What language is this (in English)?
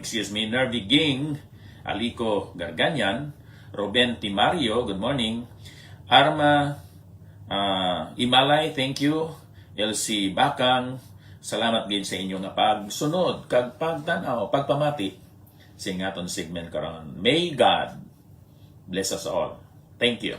Hiligaynon